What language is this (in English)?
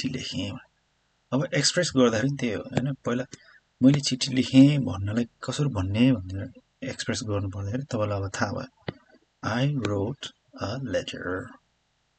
Nepali